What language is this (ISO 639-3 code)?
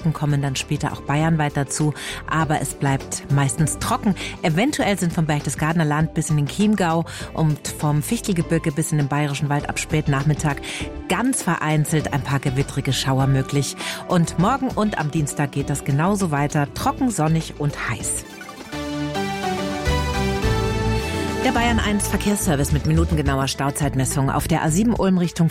deu